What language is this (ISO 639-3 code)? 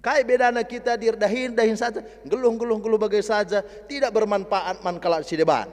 btx